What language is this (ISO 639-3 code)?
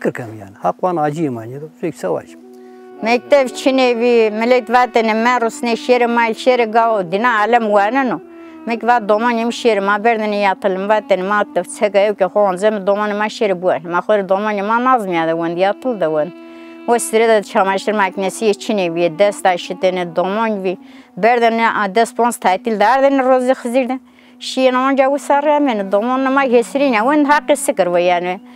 zza